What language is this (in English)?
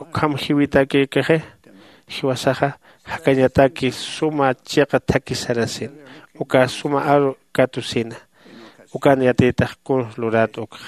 Aymara